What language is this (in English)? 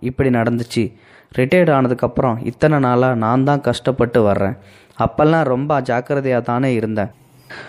Tamil